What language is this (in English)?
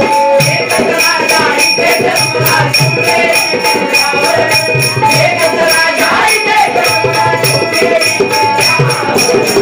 Marathi